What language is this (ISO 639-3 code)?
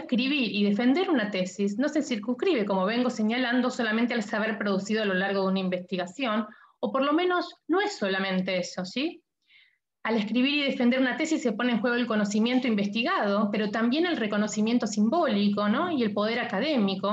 spa